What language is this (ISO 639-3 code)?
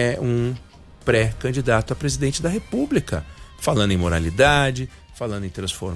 por